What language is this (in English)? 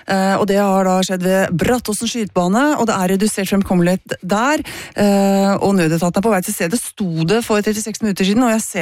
Norwegian